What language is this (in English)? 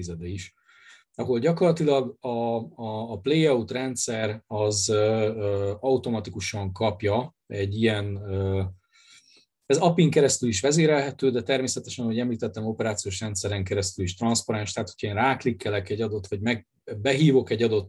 Hungarian